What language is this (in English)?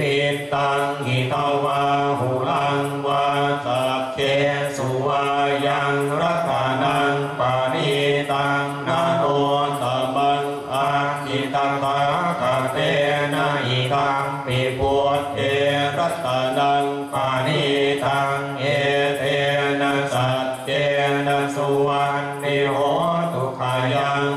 Pali